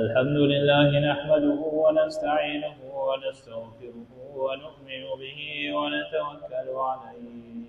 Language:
Pashto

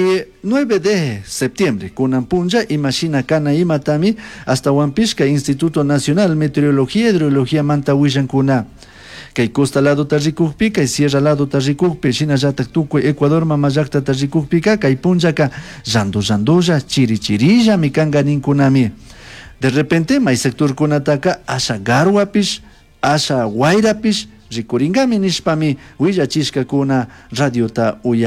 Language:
Chimborazo Highland Quichua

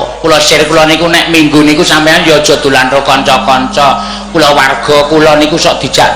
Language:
Javanese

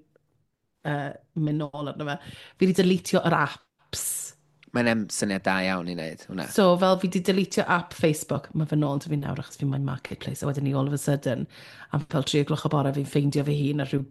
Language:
Welsh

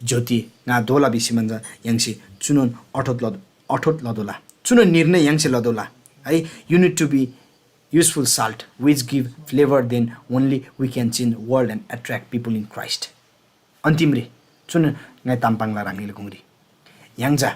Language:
Eastern Tamang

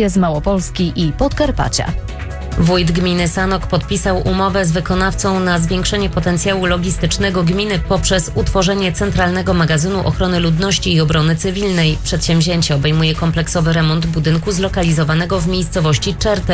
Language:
Polish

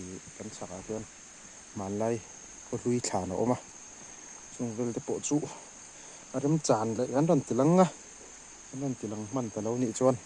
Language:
Mizo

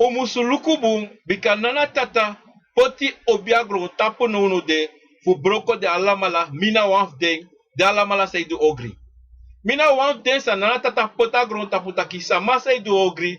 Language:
Sranan Tongo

